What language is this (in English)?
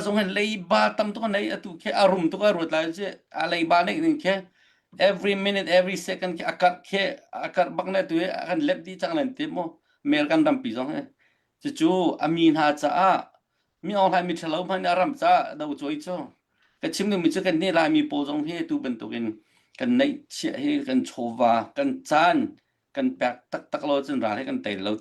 Hakha Chin